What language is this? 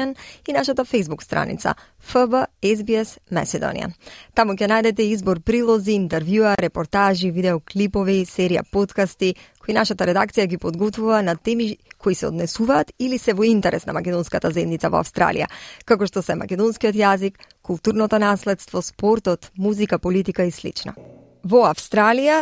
Macedonian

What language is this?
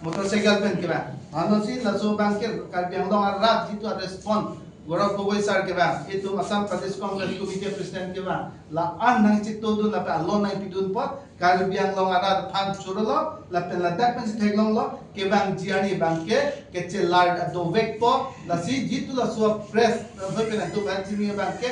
Karbi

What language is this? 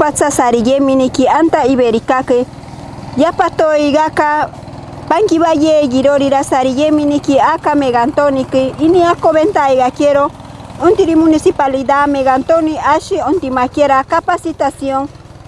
Machiguenga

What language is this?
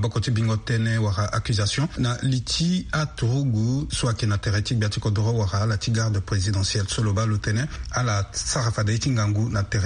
Sango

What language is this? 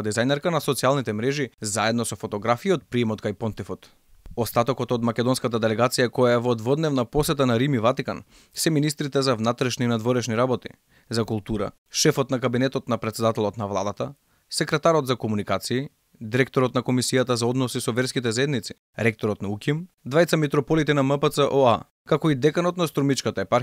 Macedonian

